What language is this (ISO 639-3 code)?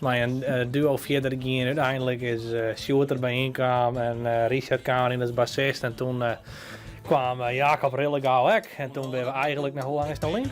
fry